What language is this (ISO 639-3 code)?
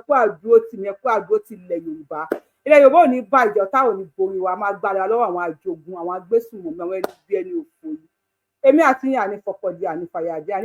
yor